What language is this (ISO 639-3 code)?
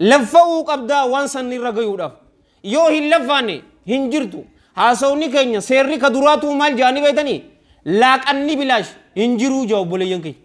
orm